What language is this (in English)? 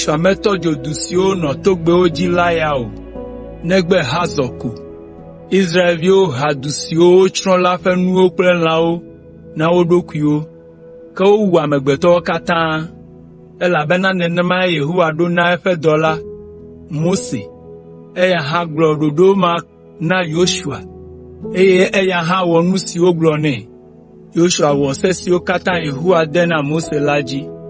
Ewe